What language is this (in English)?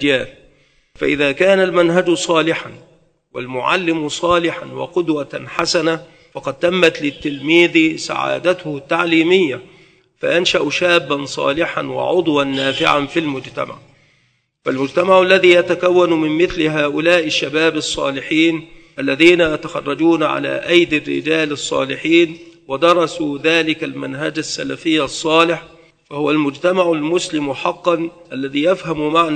Arabic